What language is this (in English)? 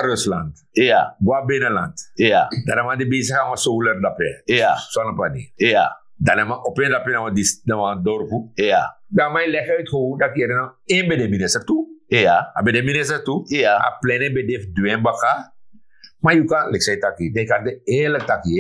Sranan Tongo